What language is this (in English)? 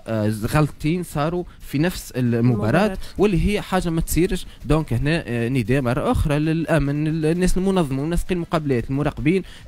Tunisian Arabic